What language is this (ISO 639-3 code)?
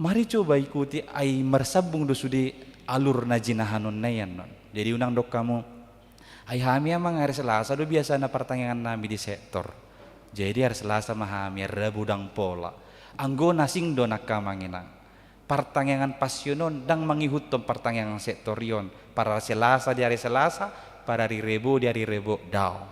bbc